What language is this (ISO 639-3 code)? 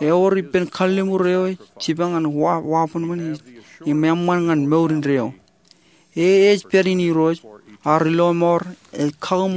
mah